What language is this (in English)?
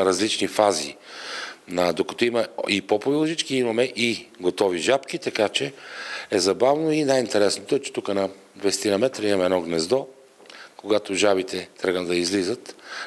Bulgarian